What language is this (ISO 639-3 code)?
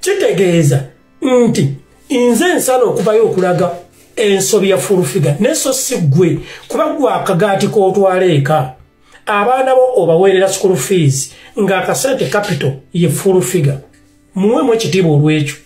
lug